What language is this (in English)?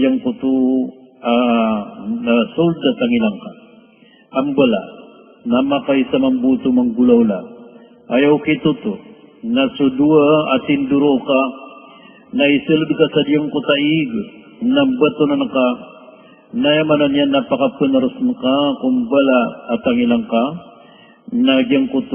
Maranao